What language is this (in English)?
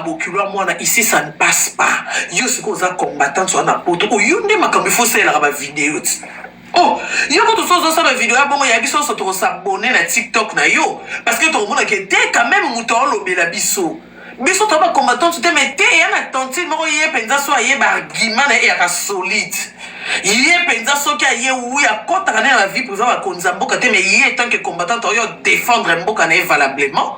Lingala